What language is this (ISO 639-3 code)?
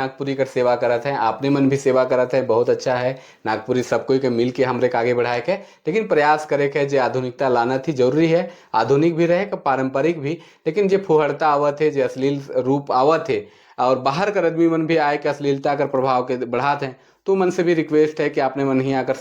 sck